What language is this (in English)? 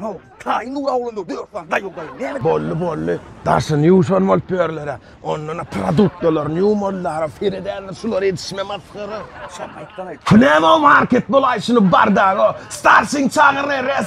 Turkmen